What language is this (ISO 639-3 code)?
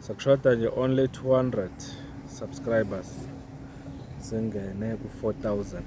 zul